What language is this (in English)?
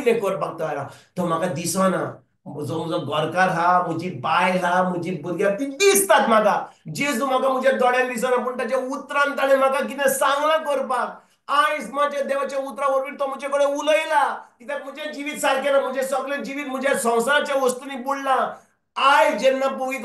Konkani